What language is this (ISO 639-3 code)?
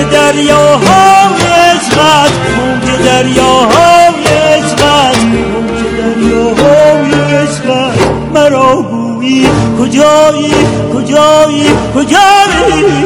fas